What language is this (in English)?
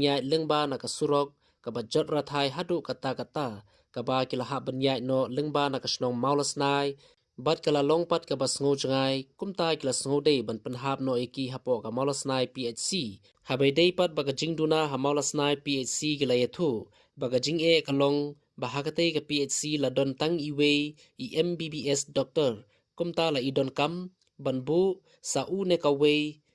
Khasi